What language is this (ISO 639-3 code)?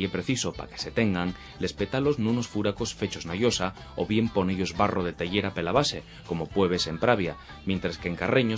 ast